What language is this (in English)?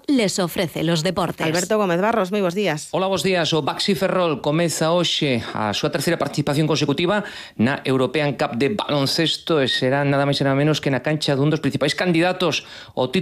Galician